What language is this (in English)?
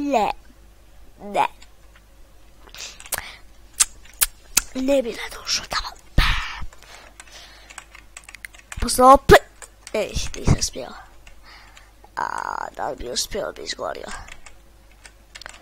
Croatian